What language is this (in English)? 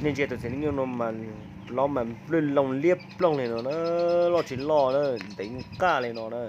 Hmong